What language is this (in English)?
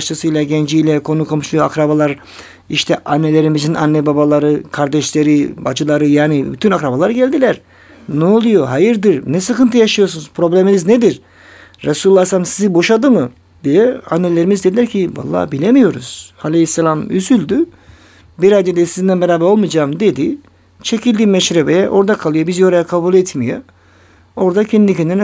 Turkish